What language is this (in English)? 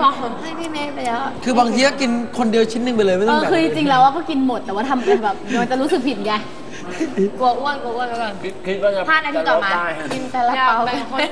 Thai